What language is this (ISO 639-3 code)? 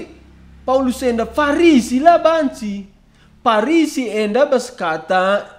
btx